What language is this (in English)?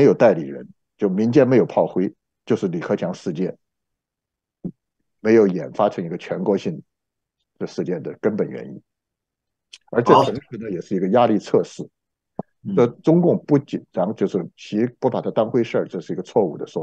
Chinese